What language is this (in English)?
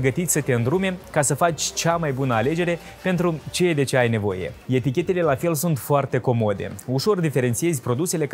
Romanian